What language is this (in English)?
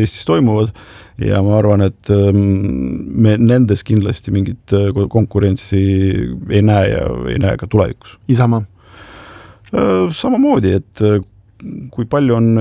Estonian